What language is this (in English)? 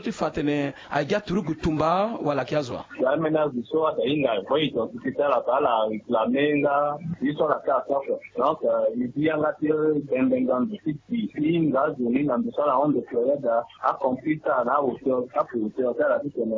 Sango